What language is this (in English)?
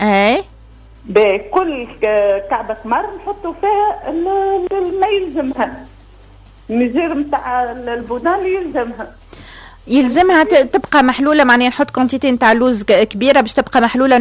Tunisian Arabic